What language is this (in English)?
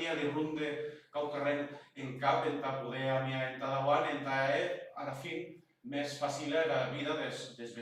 Occitan